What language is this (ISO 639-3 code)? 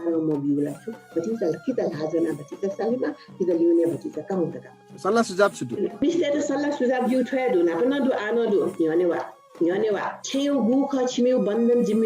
new